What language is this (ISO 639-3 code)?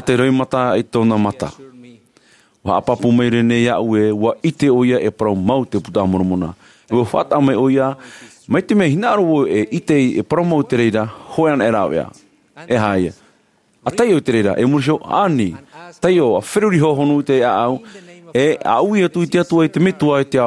tah